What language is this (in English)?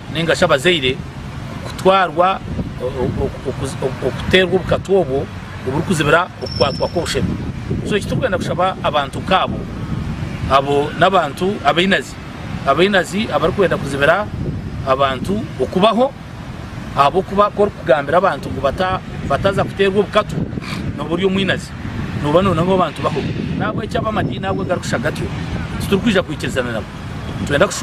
Nyankole